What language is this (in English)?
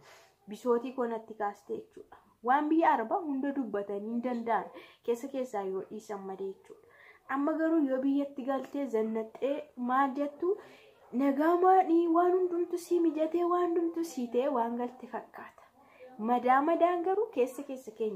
Oromo